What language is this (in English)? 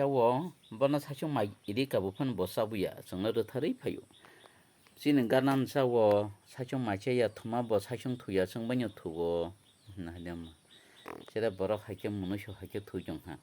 Kok Borok